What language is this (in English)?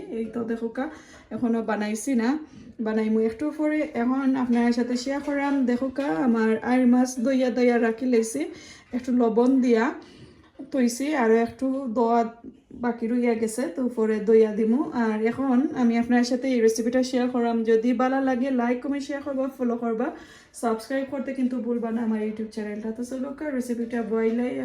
Sylheti